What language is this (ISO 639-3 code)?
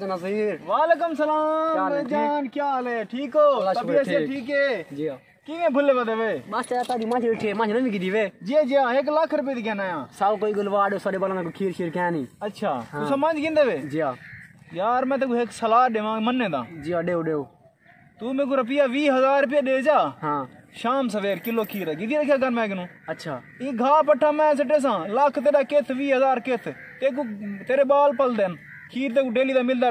skr